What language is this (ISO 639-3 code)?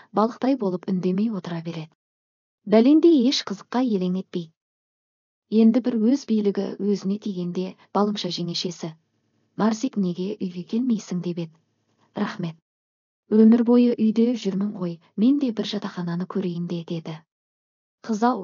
kaz